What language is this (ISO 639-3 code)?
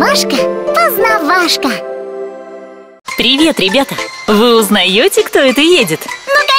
rus